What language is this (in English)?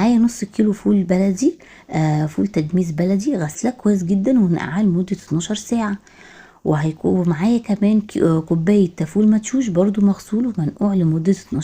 Egyptian Arabic